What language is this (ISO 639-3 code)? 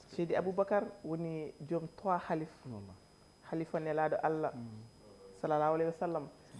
ful